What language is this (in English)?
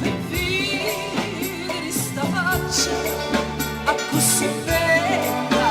Sicilian